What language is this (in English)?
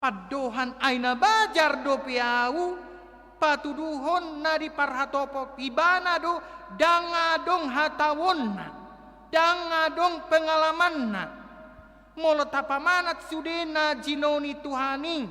Batak Toba